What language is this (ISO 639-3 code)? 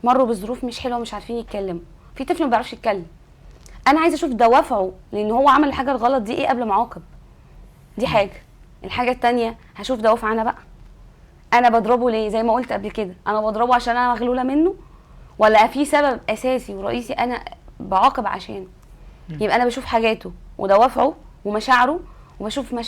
arz